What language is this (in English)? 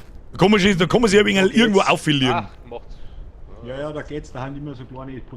Bavarian